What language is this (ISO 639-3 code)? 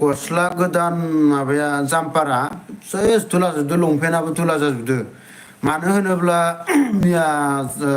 brx